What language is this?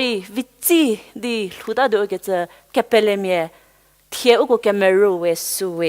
Angami Naga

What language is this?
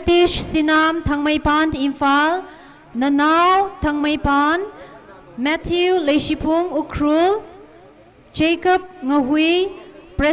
Tangkhul Naga (India)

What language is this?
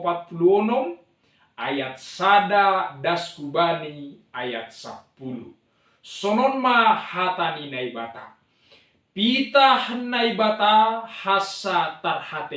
Batak Simalungun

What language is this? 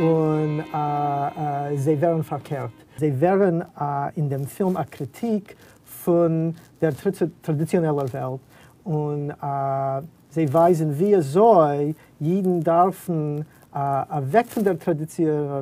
Yiddish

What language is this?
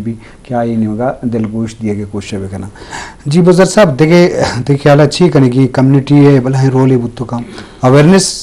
Eastern Balochi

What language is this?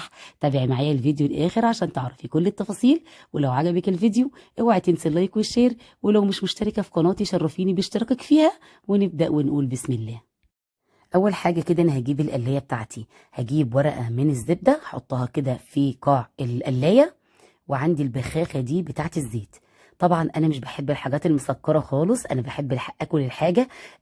Egyptian Arabic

